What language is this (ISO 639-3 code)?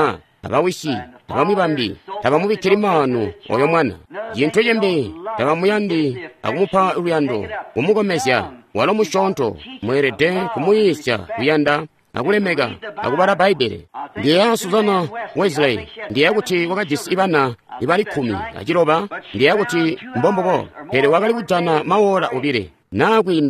toi